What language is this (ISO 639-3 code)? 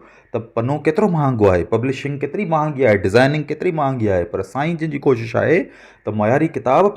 snd